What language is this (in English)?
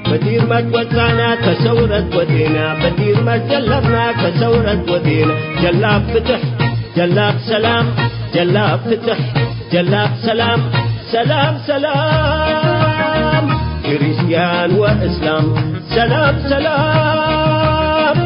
Tigre